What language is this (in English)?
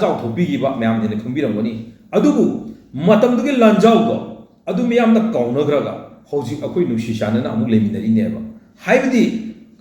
Manipuri